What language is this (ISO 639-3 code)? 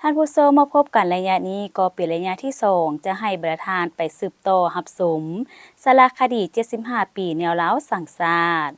lao